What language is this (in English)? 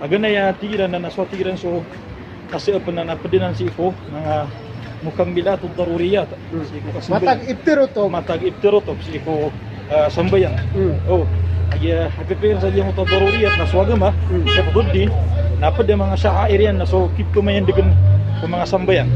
Maranao